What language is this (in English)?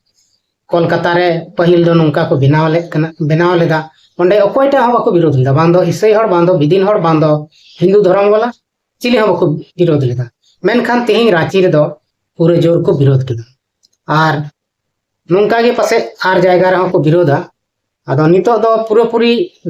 Santali